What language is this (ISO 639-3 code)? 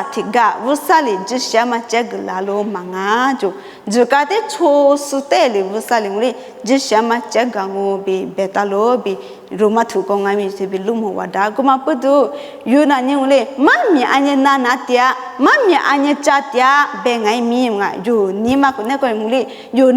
lis